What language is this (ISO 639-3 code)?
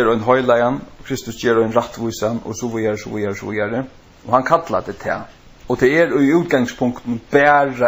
fao